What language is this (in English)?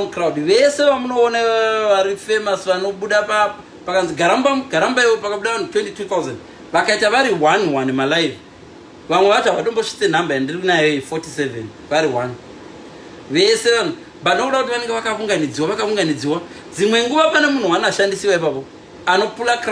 Shona